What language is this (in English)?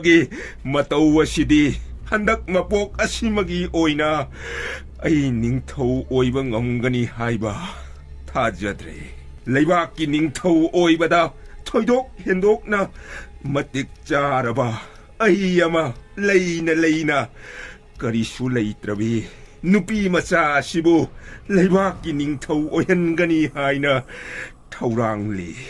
Manipuri